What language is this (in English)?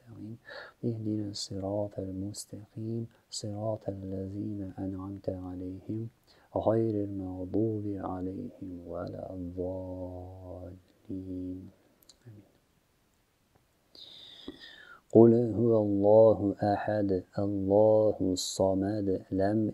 Arabic